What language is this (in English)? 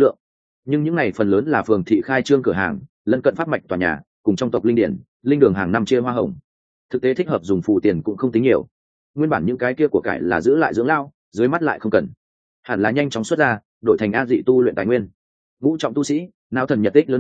Vietnamese